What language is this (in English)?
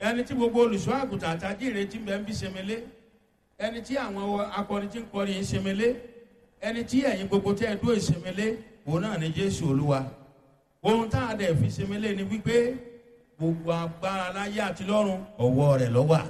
Yoruba